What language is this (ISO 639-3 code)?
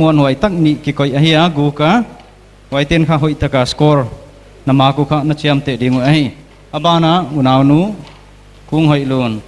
pck